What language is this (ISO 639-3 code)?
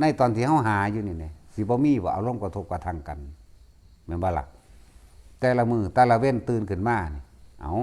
lao